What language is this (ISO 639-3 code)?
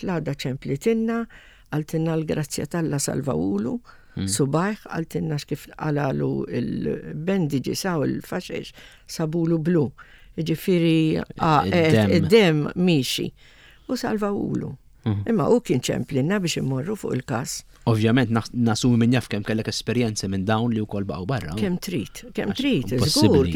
mlt